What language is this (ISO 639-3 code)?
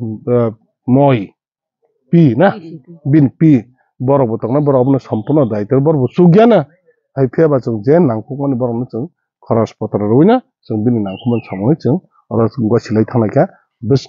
trp